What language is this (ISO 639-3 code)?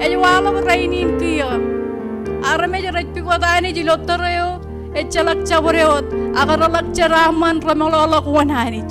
mah